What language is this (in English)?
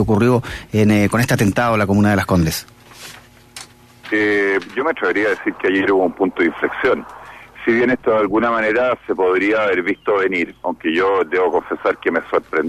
Spanish